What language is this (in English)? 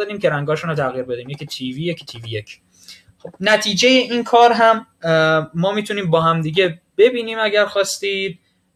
Persian